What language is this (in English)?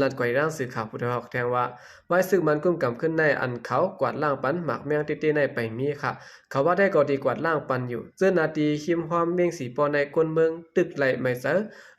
Shan